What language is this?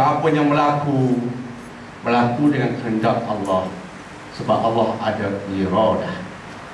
Malay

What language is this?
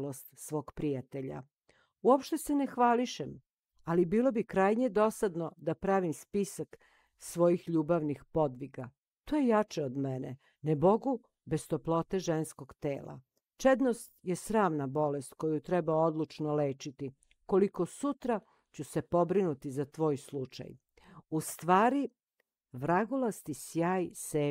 Serbian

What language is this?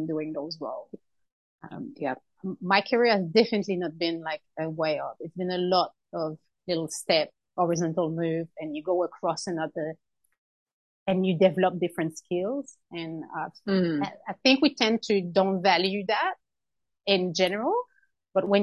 English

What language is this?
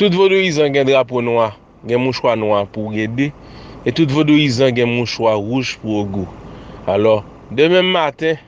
Haitian Creole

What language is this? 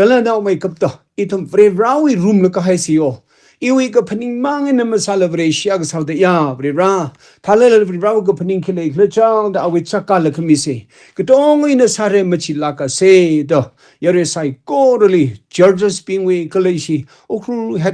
Tangkhul Naga (India)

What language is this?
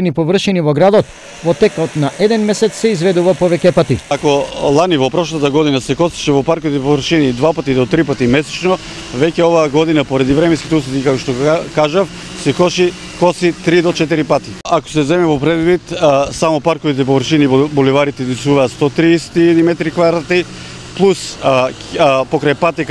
Macedonian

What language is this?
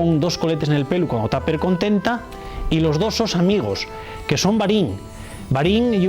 Asturian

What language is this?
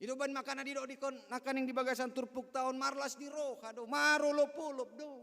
Batak Toba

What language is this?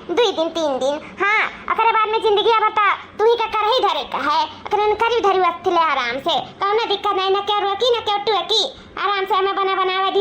Awadhi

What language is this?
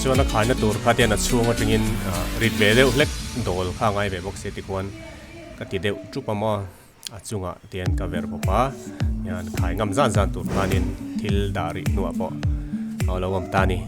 Mizo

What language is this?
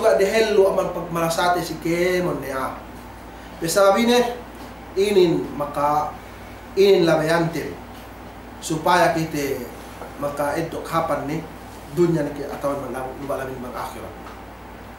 Yakan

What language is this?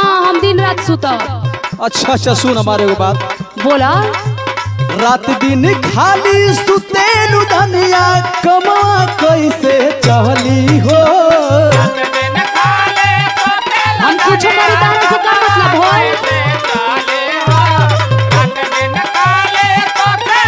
Bhojpuri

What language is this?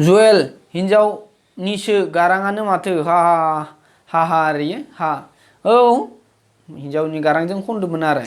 Bodo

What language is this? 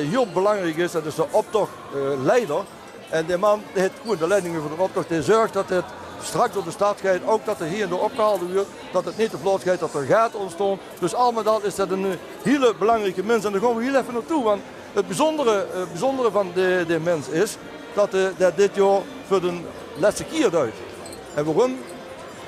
Limburgish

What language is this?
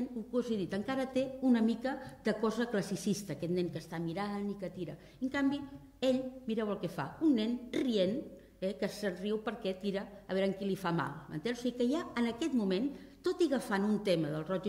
Catalan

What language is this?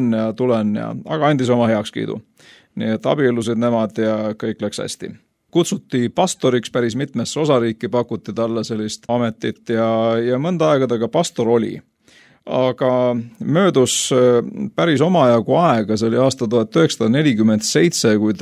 Estonian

